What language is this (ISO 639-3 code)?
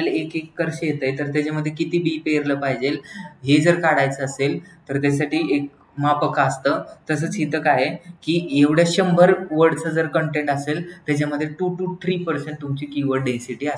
mar